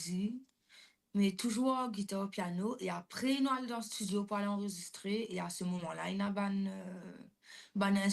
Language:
Morisyen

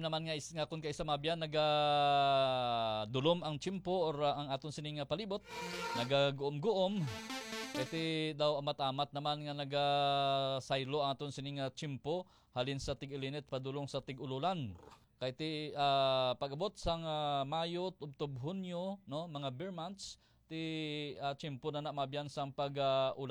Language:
Hiligaynon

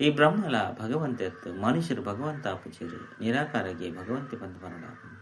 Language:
Tulu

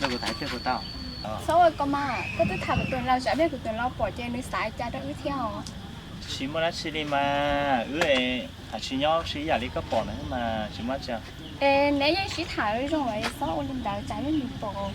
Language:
Hmong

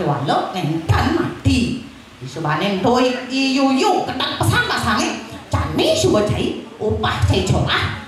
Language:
Balinese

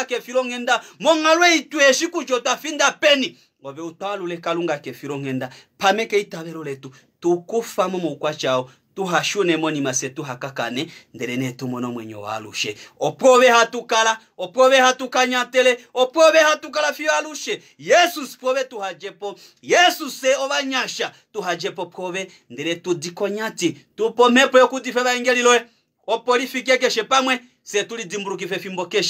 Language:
Kuanyama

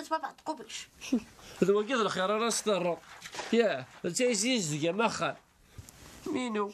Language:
Kabyle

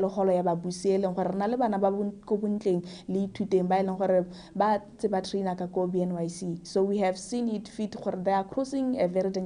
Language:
Tswana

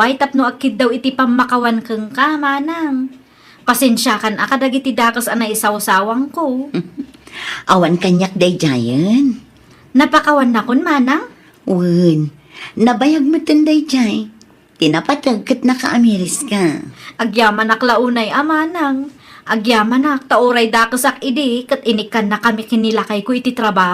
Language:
Iloko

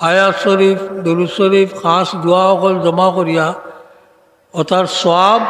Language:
Sylheti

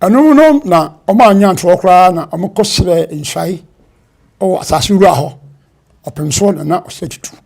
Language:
Akan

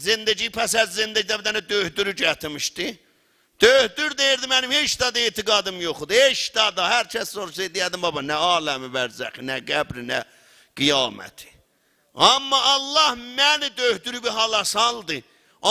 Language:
South Azerbaijani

